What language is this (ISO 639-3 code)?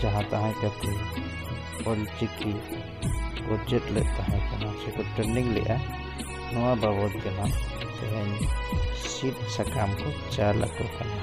sat